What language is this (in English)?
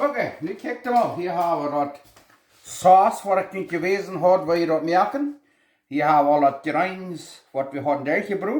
Plautdietsch